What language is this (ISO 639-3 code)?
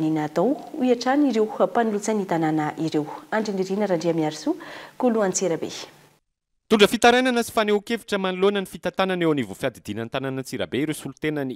mlg